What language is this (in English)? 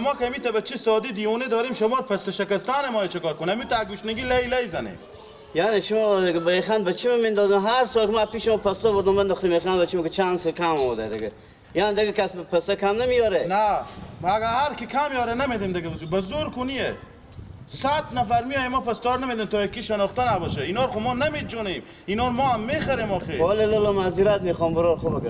Persian